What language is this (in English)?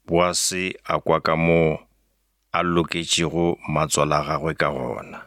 Northern Sotho